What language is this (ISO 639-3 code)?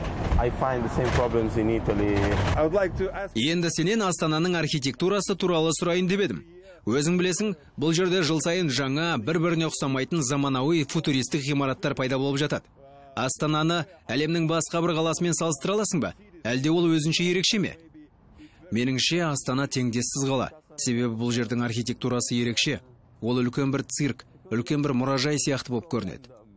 kaz